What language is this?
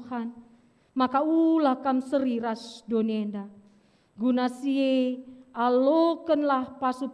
Batak Karo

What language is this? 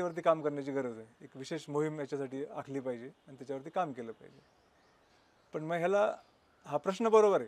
Marathi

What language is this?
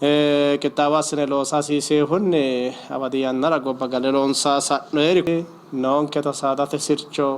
Sidamo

